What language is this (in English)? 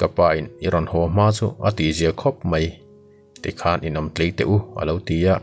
Mizo